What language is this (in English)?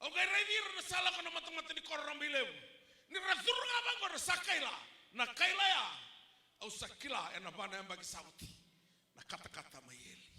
Fijian